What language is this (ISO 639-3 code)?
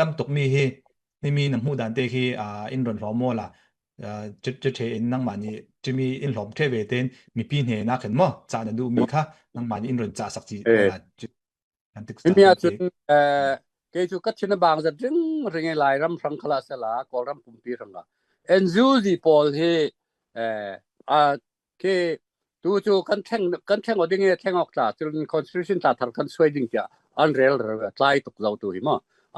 cfm